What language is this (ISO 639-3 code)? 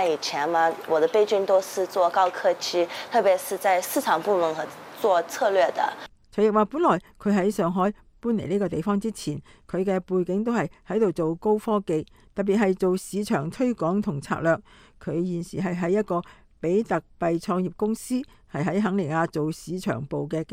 yue